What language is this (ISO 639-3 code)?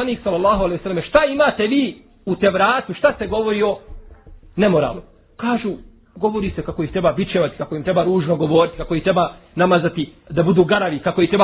bos